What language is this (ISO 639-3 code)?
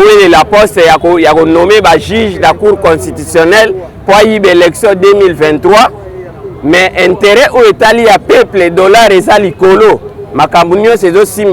lin